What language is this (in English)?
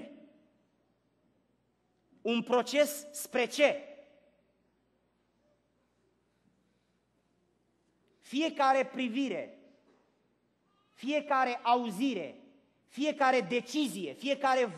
Romanian